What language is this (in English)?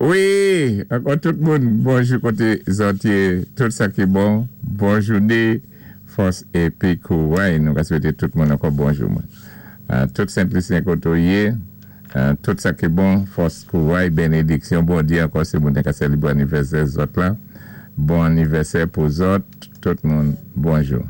Saint Lucian Creole French